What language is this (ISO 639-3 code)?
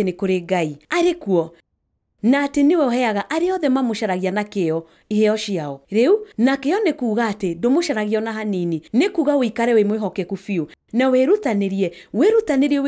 kik